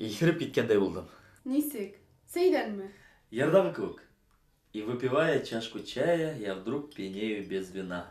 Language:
Bashkir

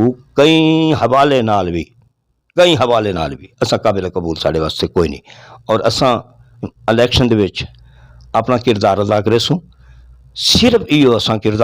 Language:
Saraiki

